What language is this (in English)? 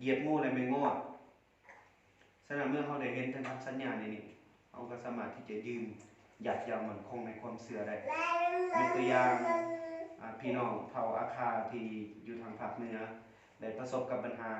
Lao